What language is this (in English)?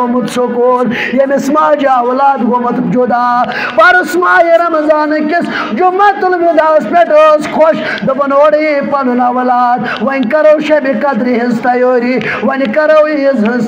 Kashmiri